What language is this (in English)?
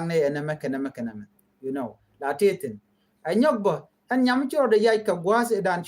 Nuer